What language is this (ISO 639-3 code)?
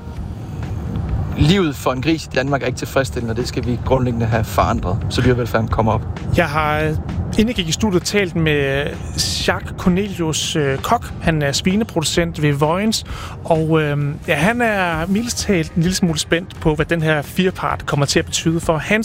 dan